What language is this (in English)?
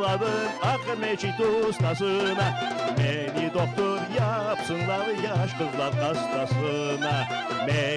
Crimean Tatar